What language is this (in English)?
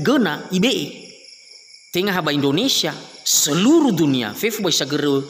Nias